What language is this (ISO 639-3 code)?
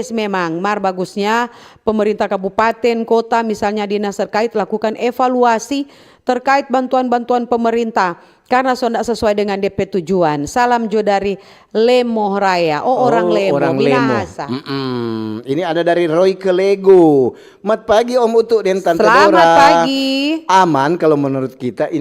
xmm